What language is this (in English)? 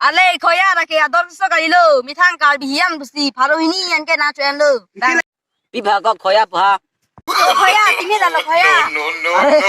Karbi